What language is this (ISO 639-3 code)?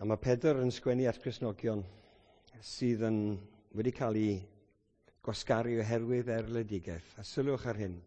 cym